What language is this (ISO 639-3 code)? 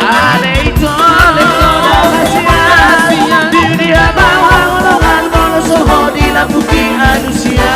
bbc